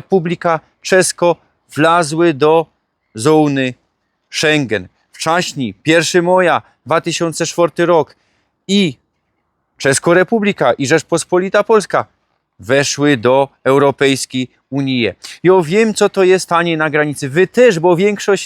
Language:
Silesian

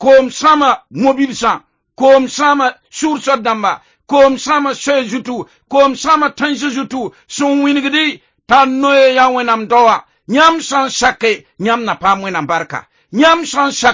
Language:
Mossi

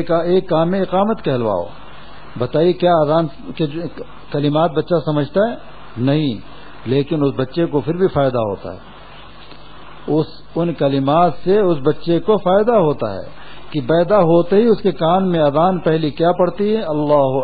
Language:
Urdu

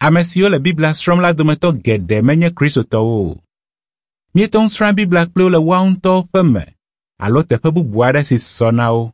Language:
Ewe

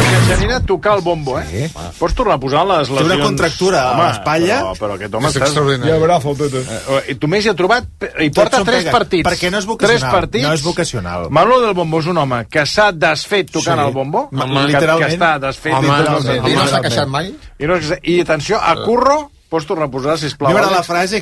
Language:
Catalan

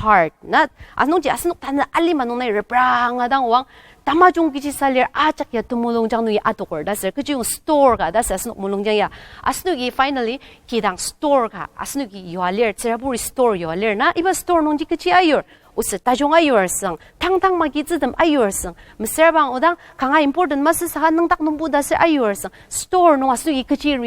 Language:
Ao Naga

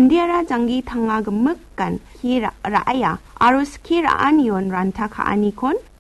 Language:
Garo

